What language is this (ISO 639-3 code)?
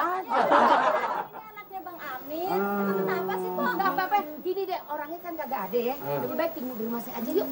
bew